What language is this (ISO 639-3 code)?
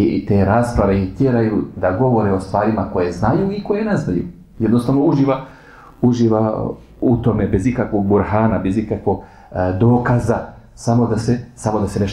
bos